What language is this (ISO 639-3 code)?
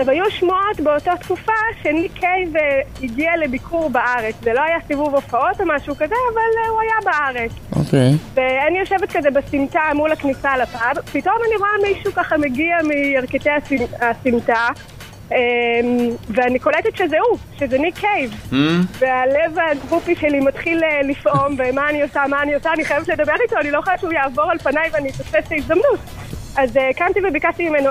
heb